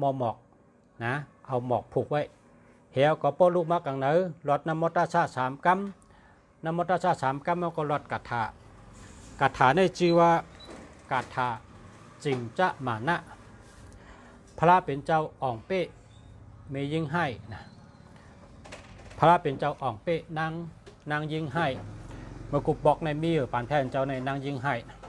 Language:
Shan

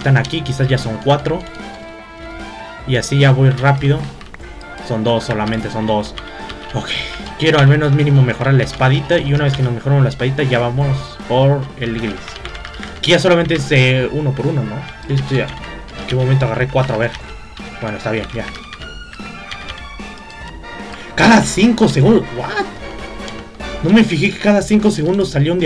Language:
Spanish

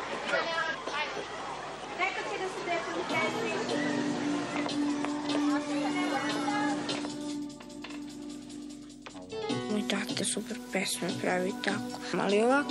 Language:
Serbian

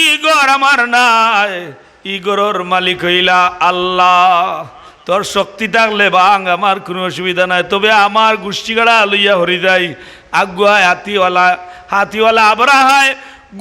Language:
Sylheti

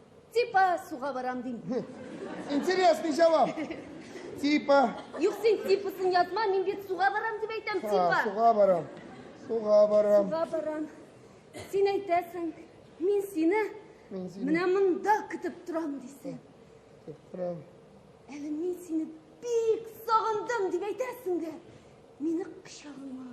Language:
Tatar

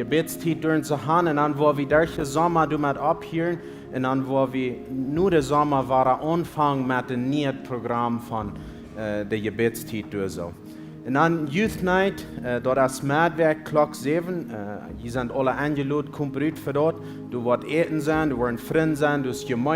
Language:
Plautdietsch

